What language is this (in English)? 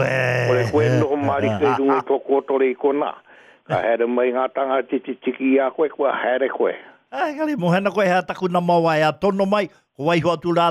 Māori